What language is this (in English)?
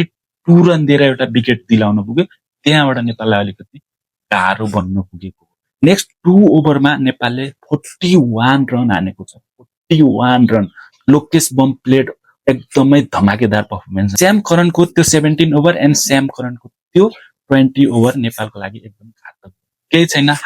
Nepali